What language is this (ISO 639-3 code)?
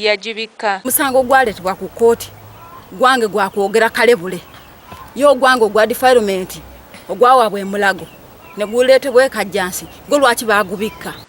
lug